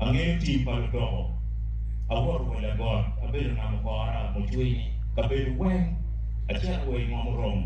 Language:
Acoli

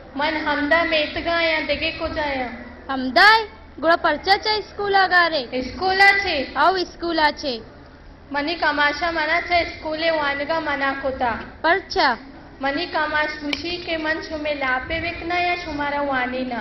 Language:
Baluchi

